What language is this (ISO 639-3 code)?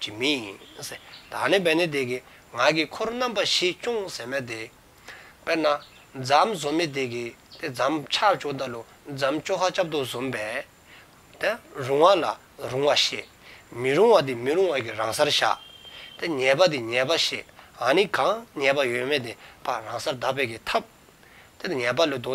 dzo